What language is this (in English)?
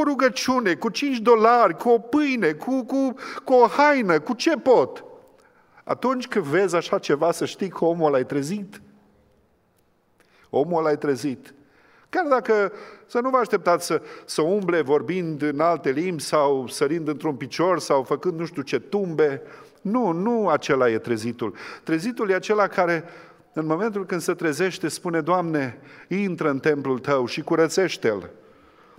Romanian